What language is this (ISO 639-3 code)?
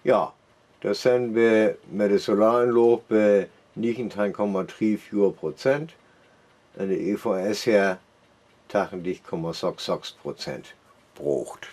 frr